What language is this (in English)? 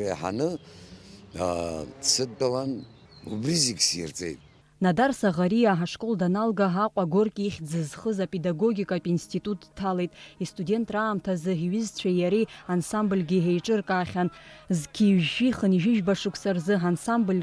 Abkhazian